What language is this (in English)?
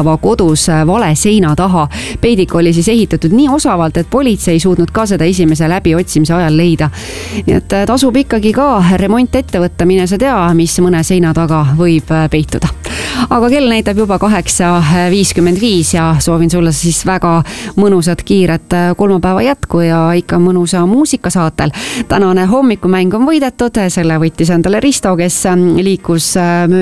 Estonian